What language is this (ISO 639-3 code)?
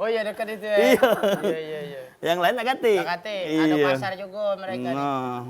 mui